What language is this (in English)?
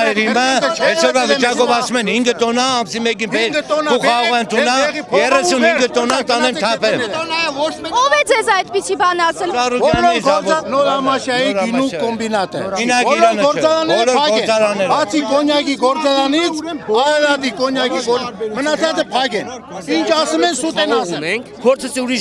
Armenian